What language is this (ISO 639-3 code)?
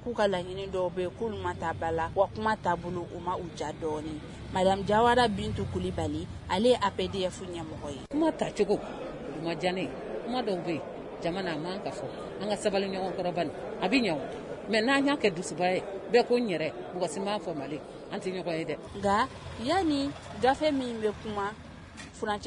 bam